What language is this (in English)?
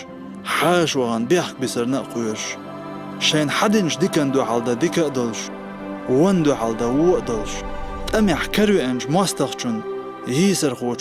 Chechen